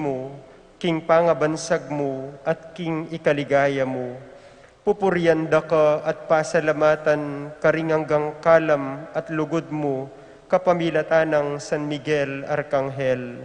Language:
Pampanga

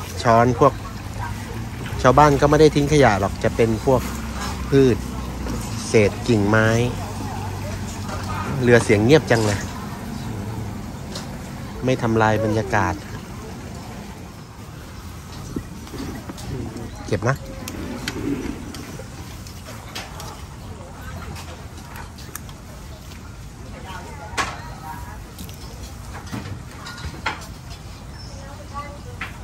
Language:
Thai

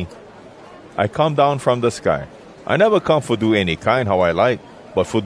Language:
Hawai'i Creole English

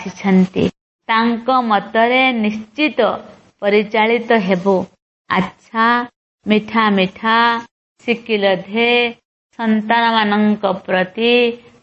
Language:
Odia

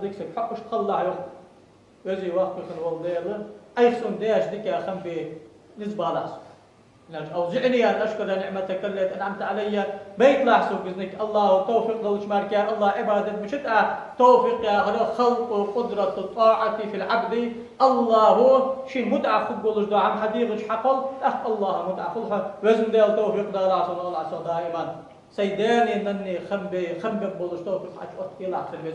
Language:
Ingush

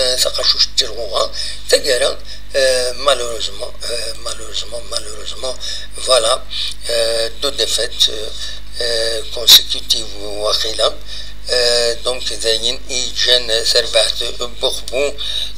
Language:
Kabyle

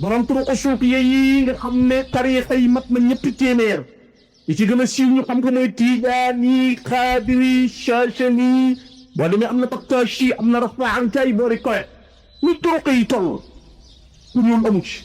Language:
Wolof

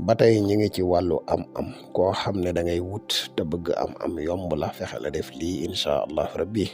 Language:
Wolof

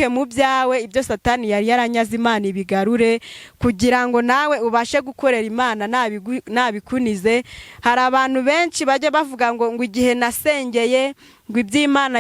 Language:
Kinyarwanda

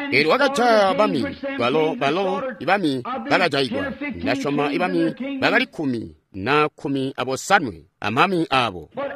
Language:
Tonga (Zambia)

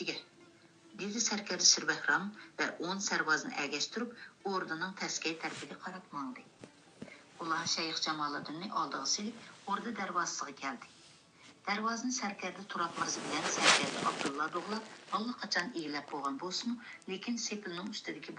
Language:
Uyghur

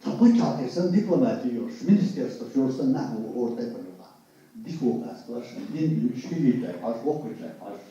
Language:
Chechen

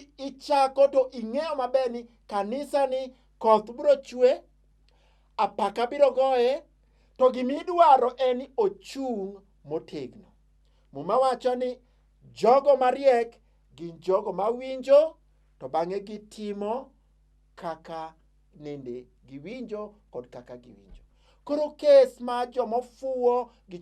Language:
Luo (Kenya and Tanzania)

